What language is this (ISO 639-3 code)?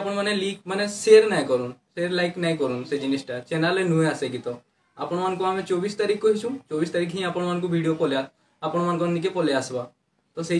ori